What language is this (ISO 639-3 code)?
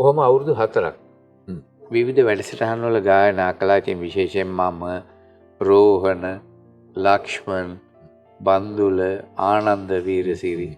sin